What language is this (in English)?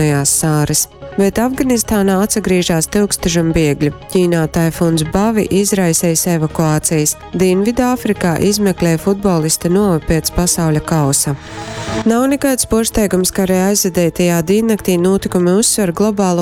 Latgalian